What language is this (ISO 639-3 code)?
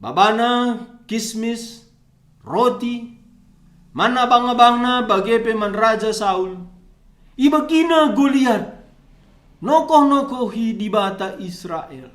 btx